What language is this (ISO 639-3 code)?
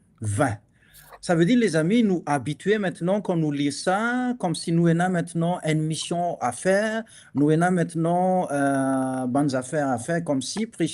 mfe